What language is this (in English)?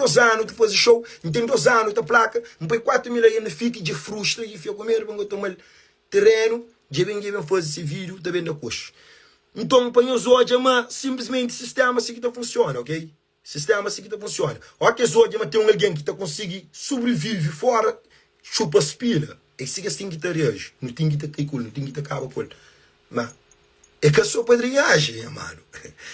Kabuverdianu